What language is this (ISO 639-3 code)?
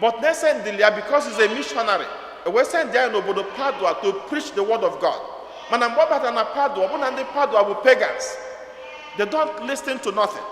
ibo